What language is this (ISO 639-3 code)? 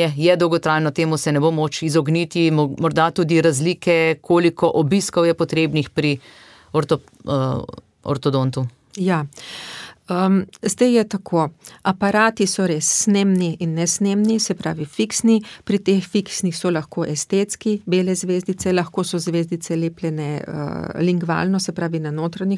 slv